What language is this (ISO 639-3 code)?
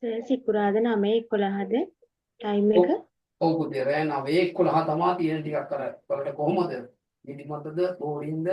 sin